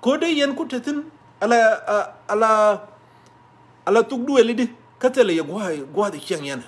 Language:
Nuer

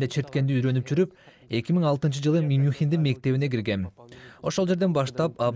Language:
Kyrgyz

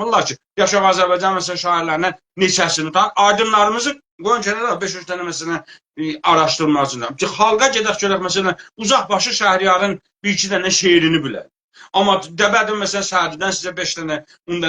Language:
South Azerbaijani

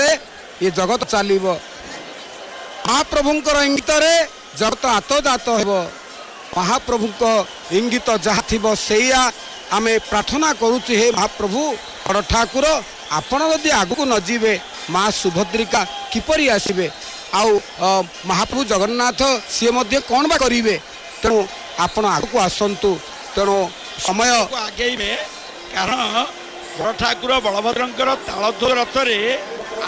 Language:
Odia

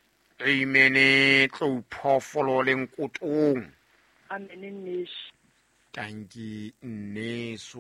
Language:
Southern Sotho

